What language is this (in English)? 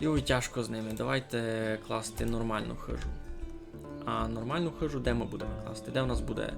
Rusyn